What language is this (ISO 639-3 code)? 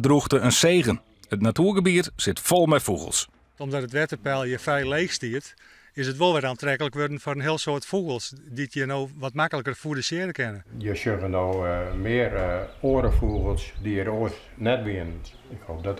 fry